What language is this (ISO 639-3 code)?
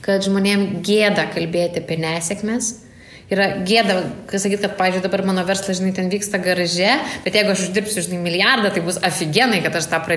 lit